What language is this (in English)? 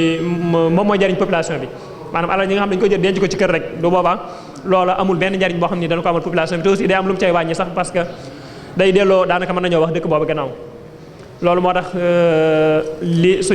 Wolof